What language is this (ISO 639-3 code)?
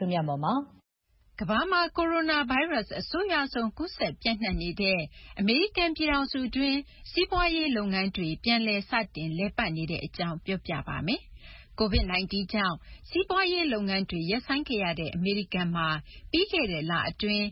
mya